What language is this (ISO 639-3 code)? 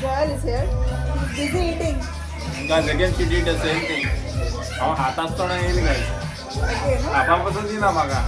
kok